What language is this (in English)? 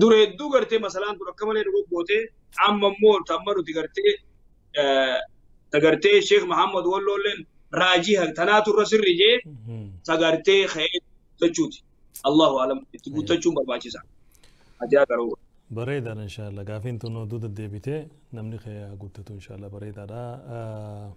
Oromo